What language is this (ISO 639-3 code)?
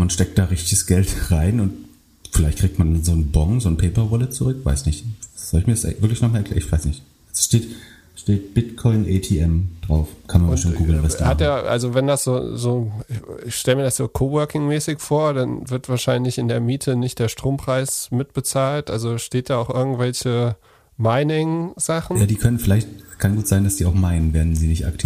deu